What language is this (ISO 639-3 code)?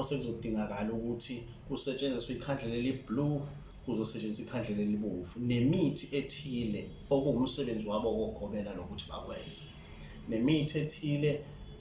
zul